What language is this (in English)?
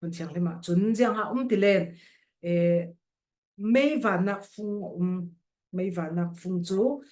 Falam Chin